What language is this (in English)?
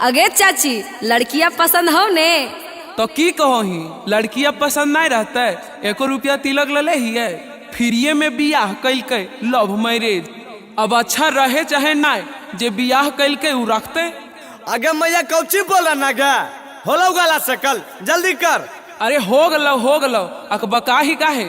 Magahi